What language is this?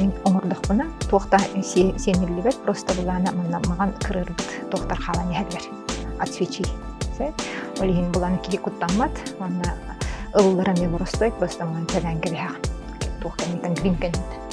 Yakut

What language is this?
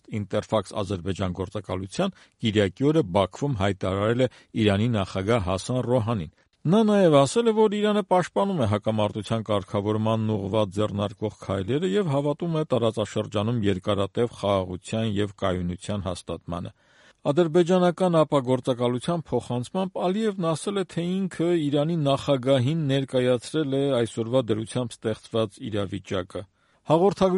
Armenian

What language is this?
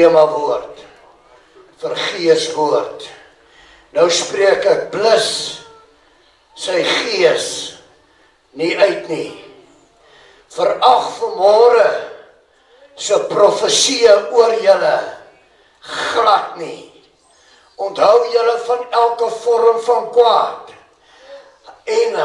Afrikaans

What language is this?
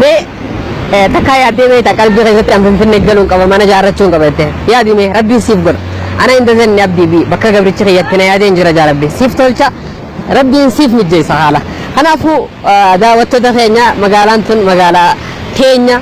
Oromo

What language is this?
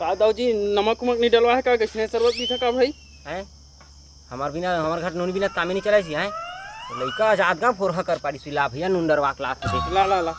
Chhattisgarhi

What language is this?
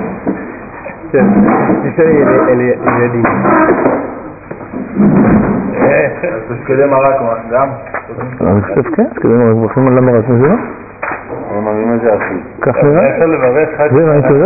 Hebrew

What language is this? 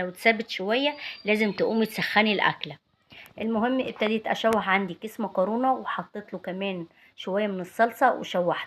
Egyptian Arabic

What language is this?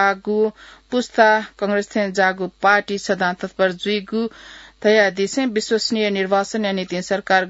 Newari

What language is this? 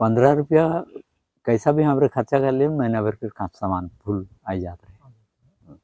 Sadri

